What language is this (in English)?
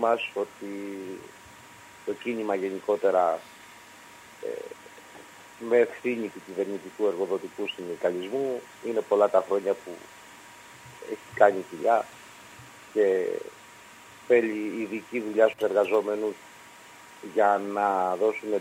Greek